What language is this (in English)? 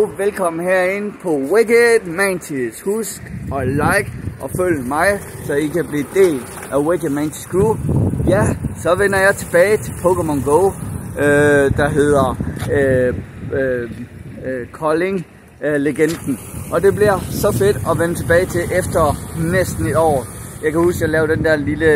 Danish